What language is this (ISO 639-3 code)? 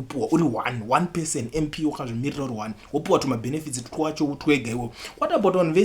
sna